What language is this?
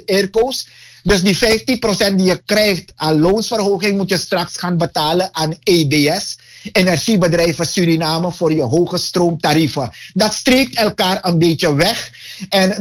Dutch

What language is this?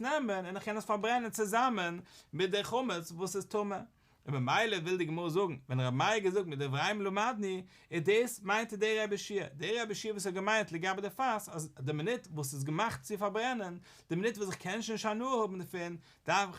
Yiddish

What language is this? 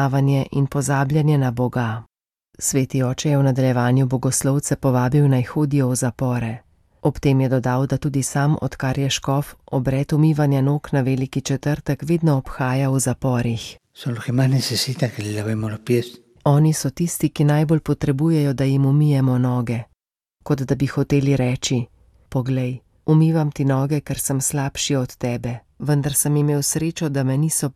Slovenian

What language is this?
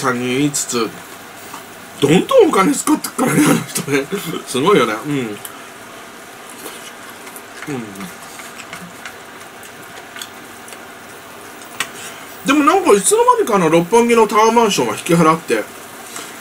Japanese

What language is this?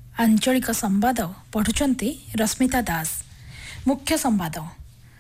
Odia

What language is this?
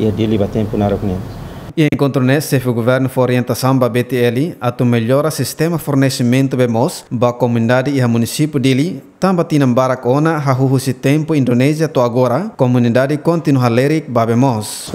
Tetum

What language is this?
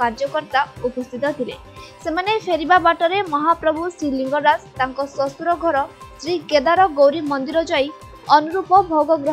Odia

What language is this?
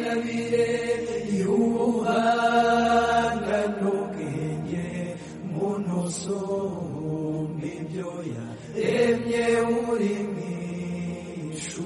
Kinyarwanda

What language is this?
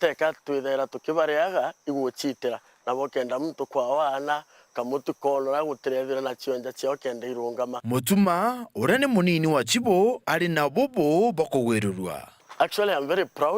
Meru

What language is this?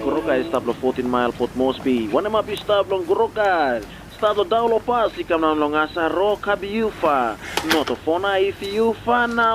Tok Pisin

